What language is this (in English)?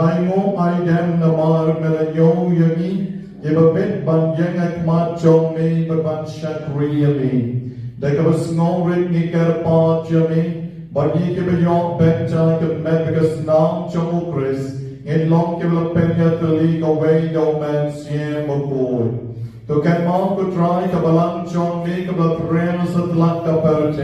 Khasi